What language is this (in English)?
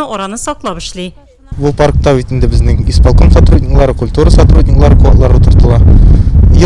Tatar